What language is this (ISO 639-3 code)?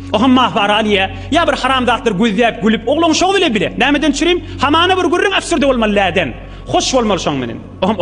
tuk